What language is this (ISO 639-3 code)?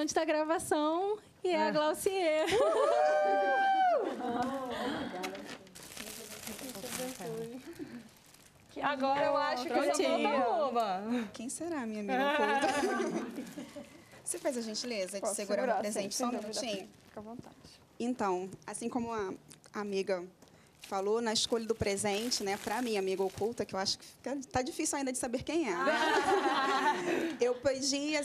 por